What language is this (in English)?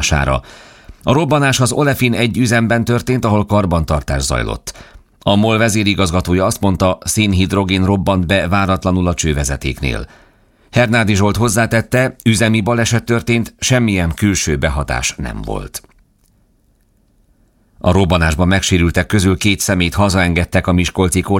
Hungarian